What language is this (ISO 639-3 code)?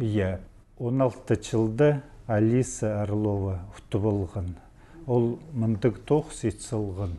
kjh